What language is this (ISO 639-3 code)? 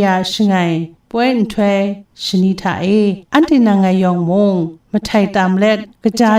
kac